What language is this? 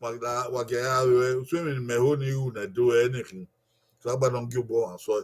Bini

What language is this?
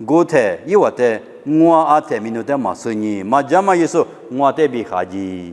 Lisu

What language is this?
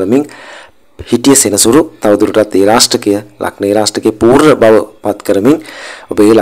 Sinhala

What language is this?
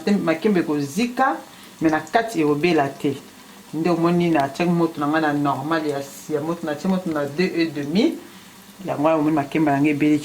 Lingala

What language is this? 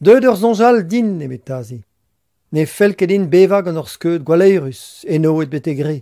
Breton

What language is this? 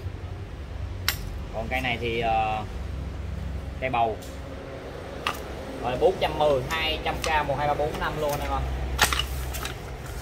Vietnamese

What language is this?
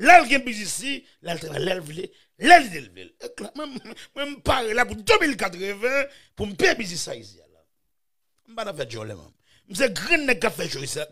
Haitian Creole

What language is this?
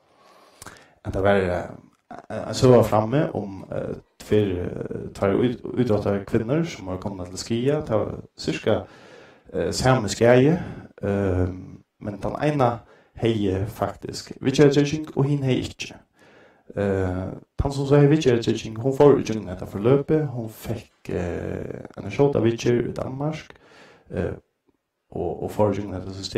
Faroese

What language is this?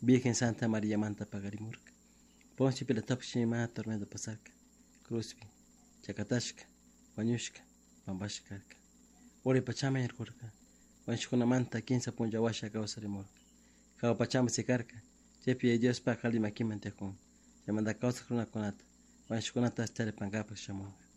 Chimborazo Highland Quichua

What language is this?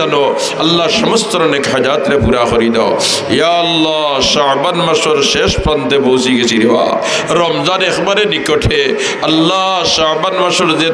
Sylheti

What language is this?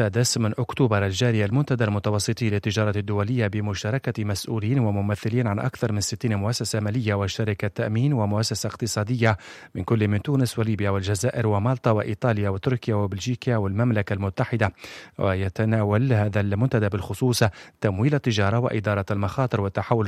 Tunisian Arabic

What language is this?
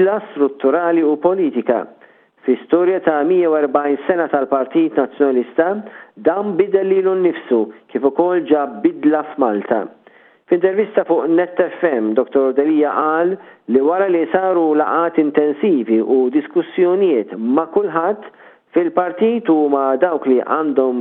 Maltese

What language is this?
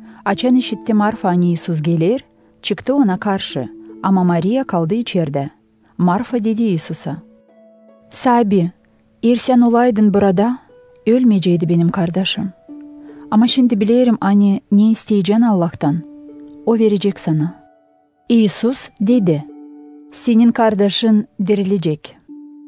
Gagauz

